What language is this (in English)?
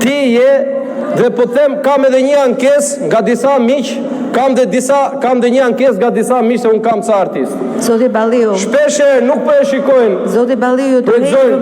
Albanian